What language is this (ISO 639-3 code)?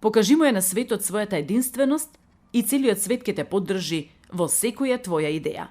mkd